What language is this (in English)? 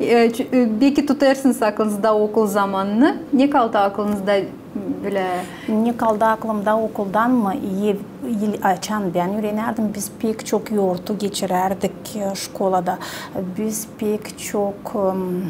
Gagauz